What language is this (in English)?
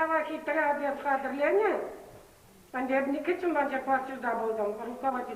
Chuvash